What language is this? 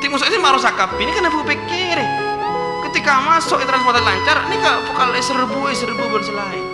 Madurese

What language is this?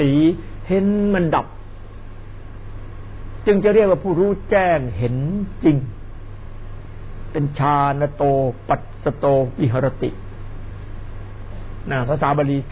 Thai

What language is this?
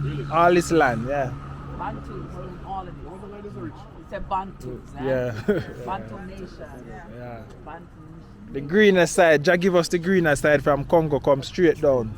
Jamaican Creole English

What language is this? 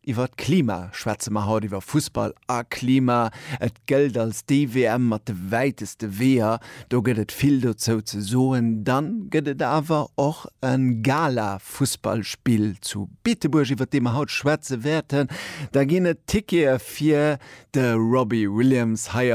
Luxembourgish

